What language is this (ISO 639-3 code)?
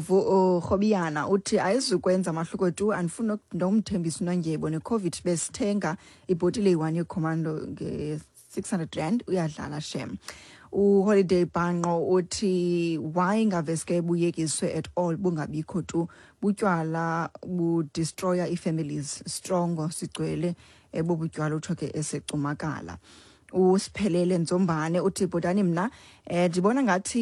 xho